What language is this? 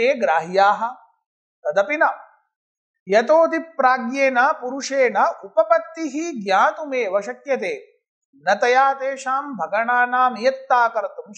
Sanskrit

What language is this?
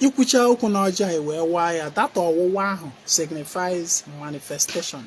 Igbo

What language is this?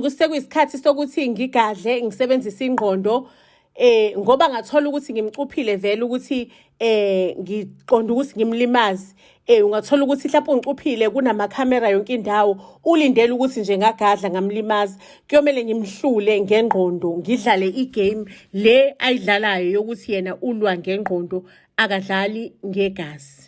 Zulu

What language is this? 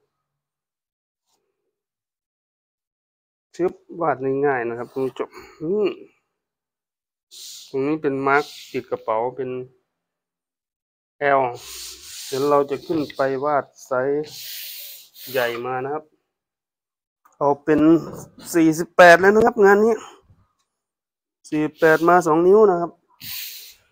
Thai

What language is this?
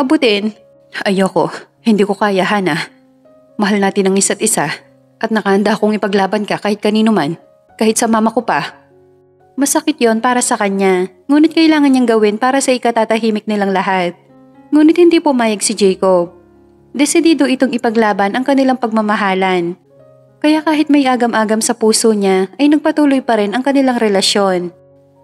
Filipino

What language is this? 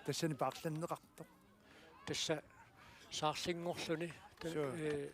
Kalaallisut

